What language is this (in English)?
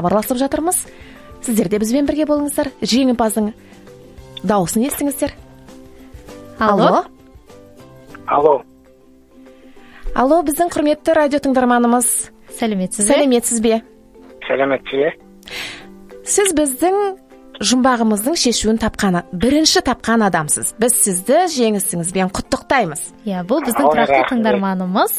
Kazakh